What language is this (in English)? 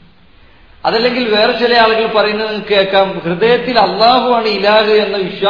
Malayalam